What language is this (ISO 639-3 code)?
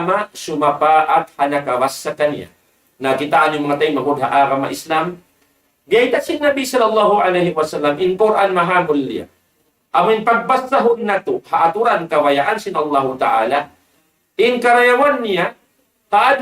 tsg